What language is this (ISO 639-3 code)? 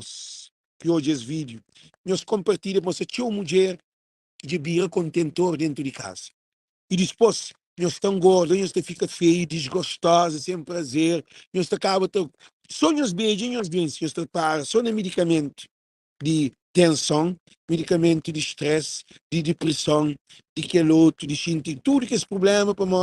kea